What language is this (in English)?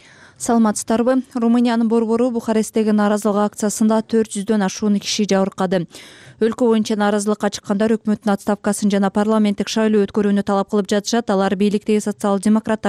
Kyrgyz